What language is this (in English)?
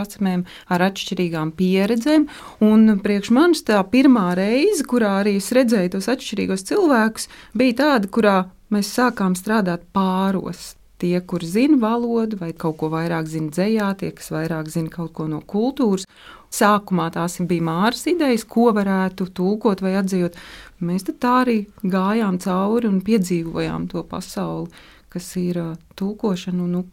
Latvian